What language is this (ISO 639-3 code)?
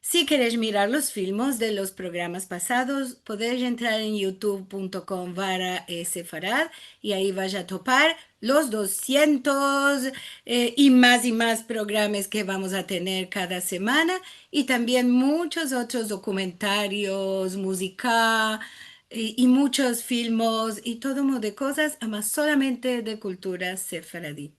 lad